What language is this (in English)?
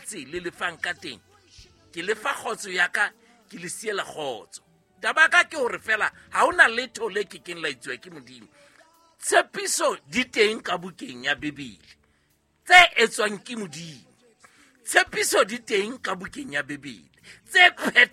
Southern Sotho